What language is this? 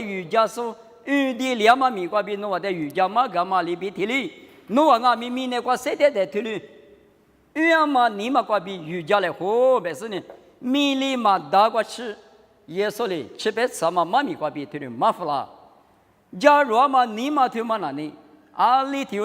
Lisu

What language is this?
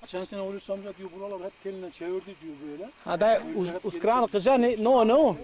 Zaza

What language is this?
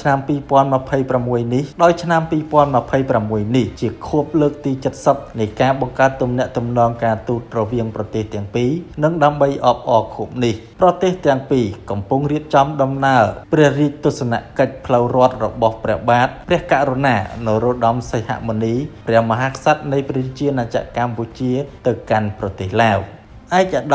Khmer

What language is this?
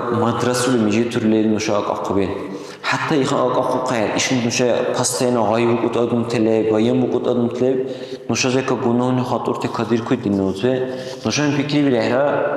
Dargwa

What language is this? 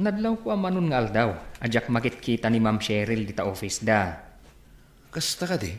Iloko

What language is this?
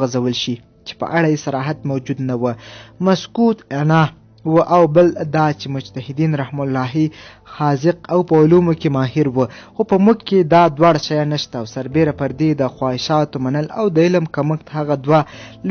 Pashto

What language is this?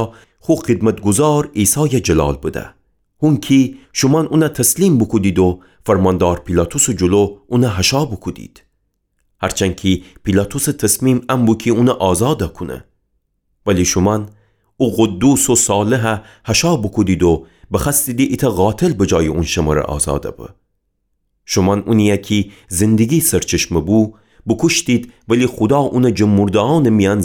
Gilaki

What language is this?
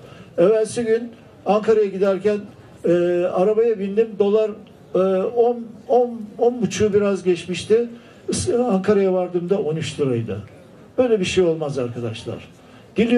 Turkish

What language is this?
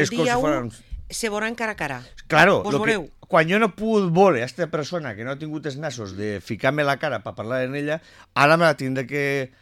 Catalan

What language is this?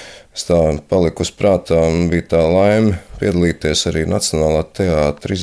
Latvian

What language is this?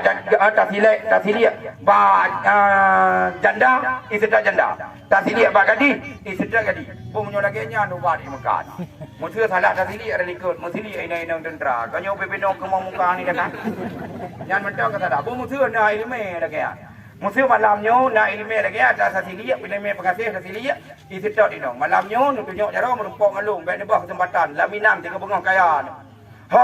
Achinese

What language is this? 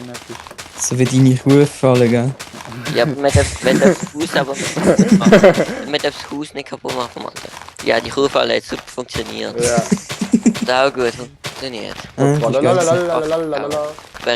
Swiss German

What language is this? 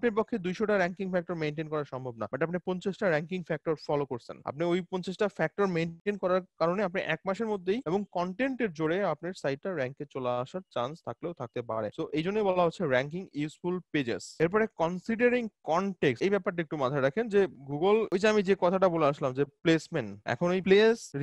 Bangla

